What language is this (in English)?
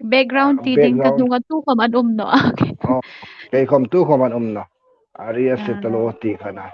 Hmar